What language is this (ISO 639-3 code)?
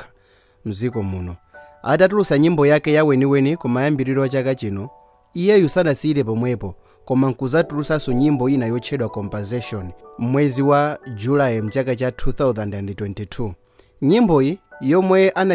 nya